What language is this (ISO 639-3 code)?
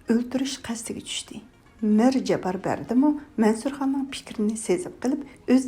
uig